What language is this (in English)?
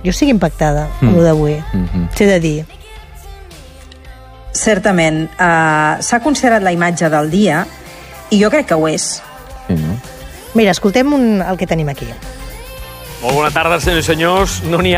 Catalan